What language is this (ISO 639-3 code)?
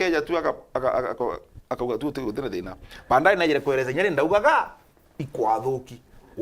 mer